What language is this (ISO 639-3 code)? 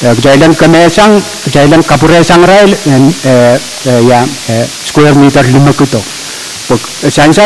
pon